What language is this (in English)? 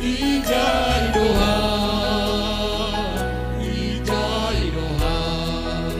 Batak Simalungun